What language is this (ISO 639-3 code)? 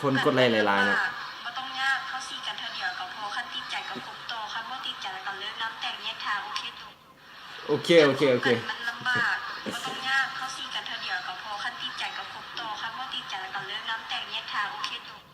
lao